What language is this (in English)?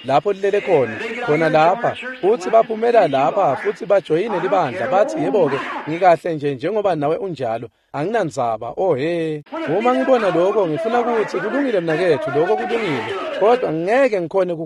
Swati